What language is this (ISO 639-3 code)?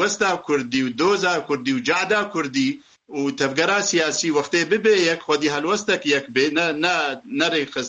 kur